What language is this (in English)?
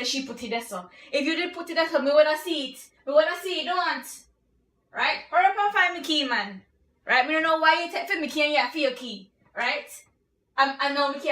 Jamaican Creole English